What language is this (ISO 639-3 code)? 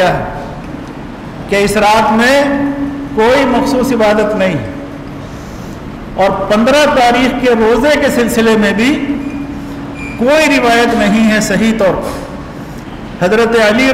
urd